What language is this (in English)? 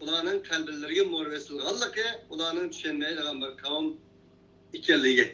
Uyghur